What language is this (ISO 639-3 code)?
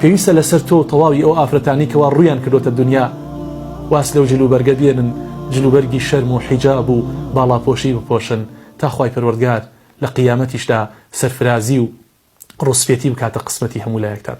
ckb